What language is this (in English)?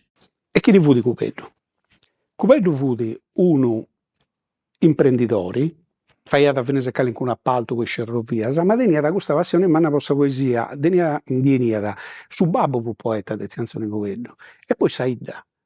Sardinian